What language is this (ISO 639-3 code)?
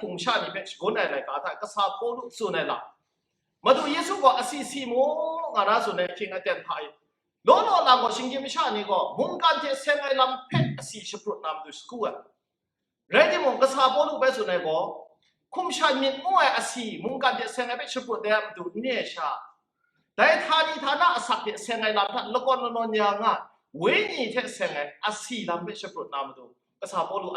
kac